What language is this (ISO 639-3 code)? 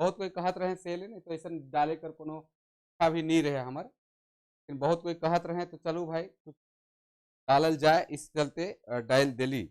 sck